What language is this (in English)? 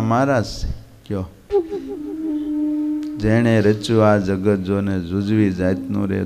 Gujarati